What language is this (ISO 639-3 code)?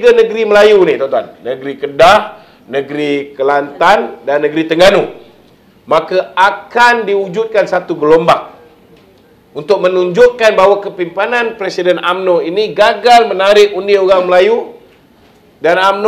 msa